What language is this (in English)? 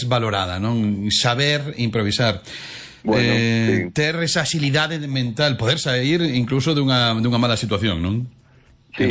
Galician